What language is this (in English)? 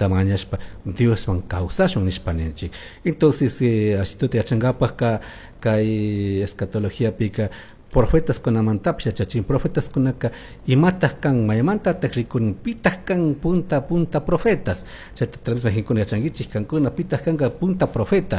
Chimborazo Highland Quichua